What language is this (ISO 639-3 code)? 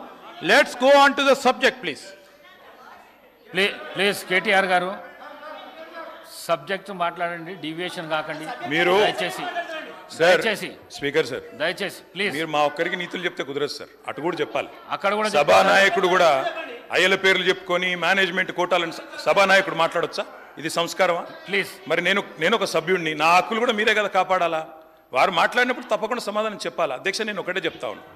tel